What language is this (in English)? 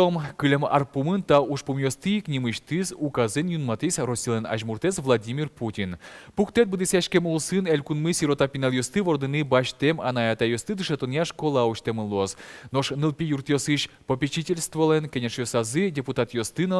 Udmurt